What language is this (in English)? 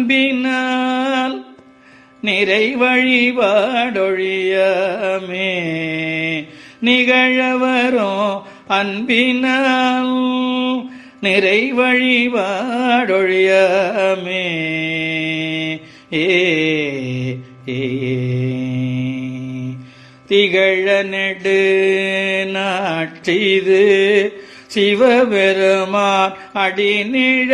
Tamil